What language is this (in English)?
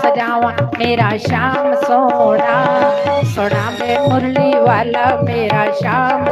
Dogri